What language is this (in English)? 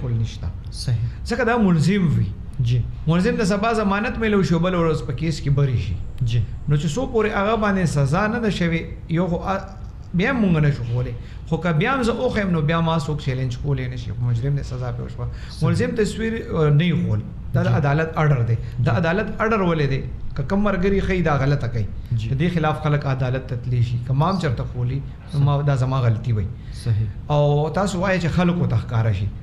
Pashto